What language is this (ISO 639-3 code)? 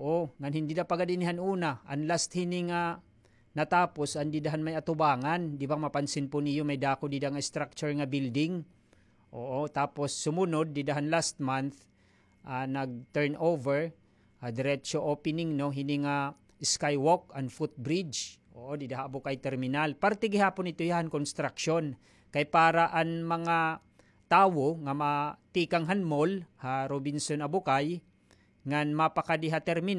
war